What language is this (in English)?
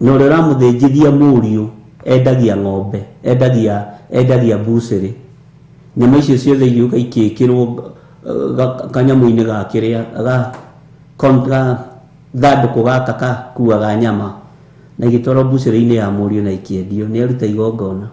Kikuyu